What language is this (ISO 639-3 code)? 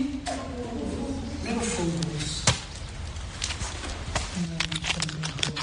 kin